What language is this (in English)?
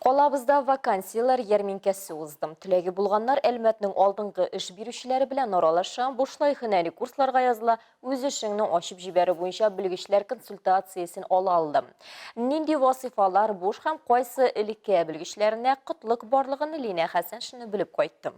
Tatar